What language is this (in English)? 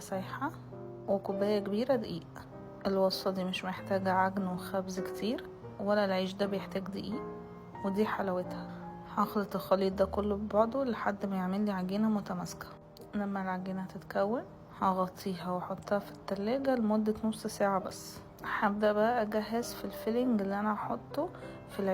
Egyptian Arabic